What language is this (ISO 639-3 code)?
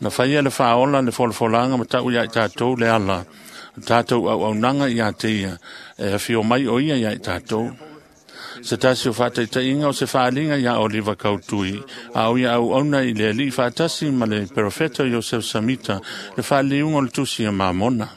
smo